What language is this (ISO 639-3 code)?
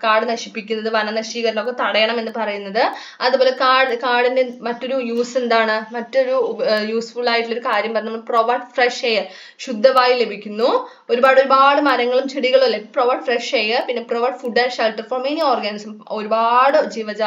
mal